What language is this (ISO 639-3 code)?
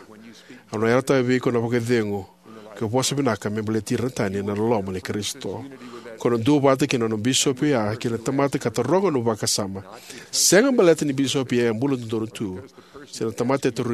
fij